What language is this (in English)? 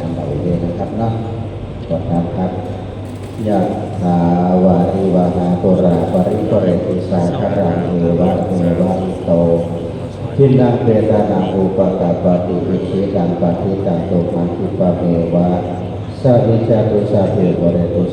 Pali